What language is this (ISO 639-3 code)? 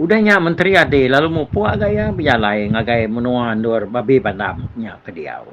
iba